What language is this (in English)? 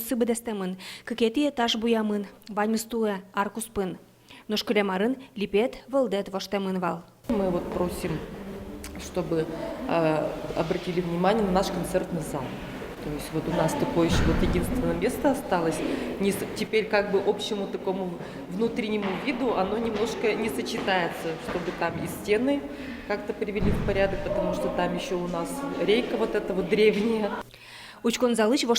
Udmurt